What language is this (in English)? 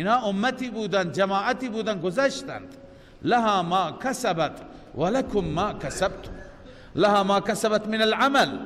Persian